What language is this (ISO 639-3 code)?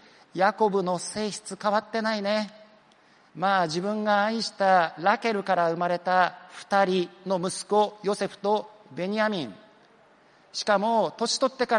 jpn